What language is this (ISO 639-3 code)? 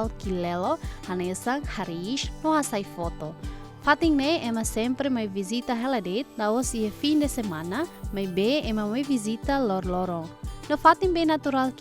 tet